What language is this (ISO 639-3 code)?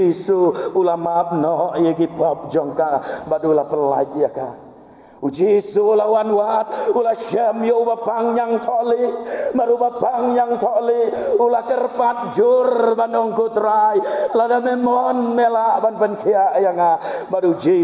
kha